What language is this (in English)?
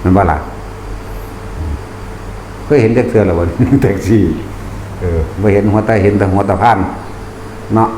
Northeastern Thai